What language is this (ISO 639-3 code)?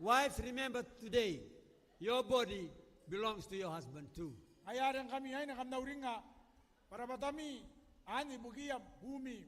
gil